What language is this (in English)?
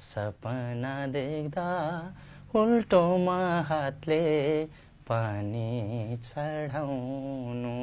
Nepali